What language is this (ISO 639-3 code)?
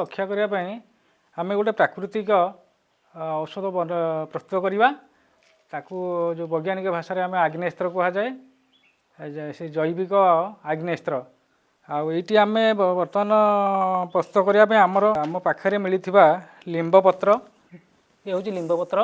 ori